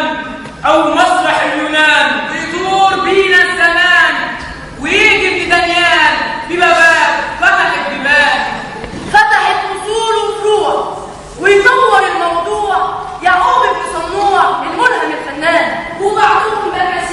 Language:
Egyptian Arabic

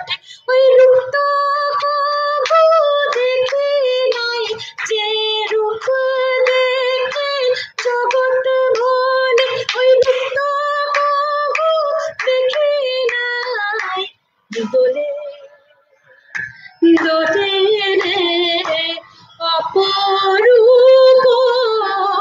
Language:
Bangla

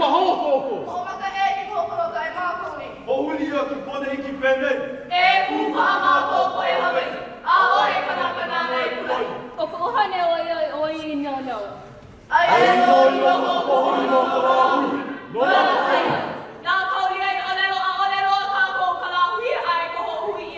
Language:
Hawaiian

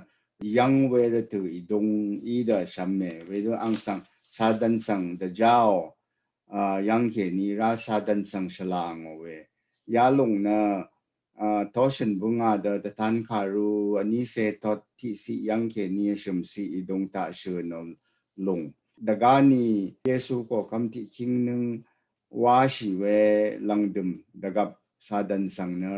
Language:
Rawang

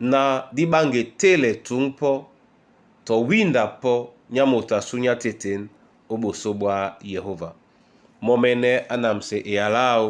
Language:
Duala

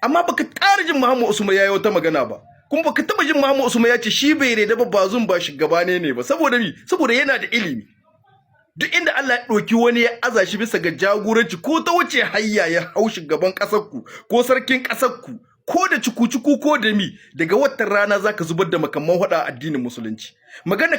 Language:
Hausa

